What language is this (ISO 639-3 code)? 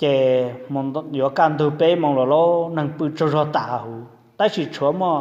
hmn